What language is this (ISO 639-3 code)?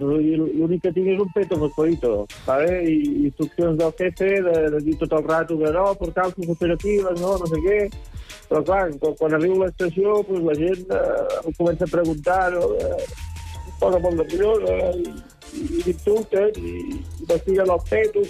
cat